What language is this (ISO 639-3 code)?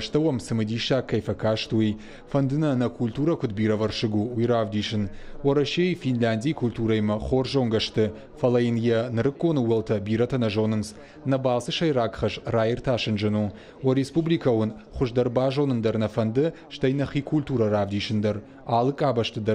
oss